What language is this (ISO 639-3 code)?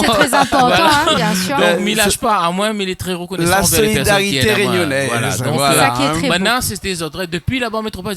rcf